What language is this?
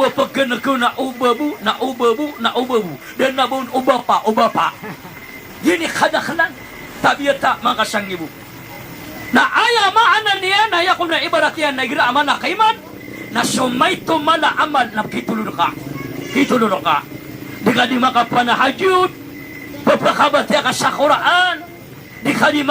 Maranao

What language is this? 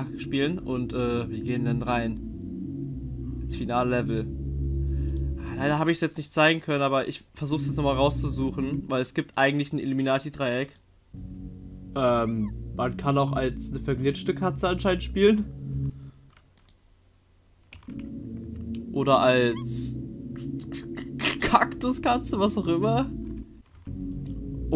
German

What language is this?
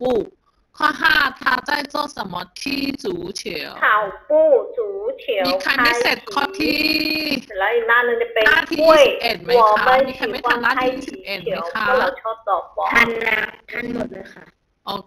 Thai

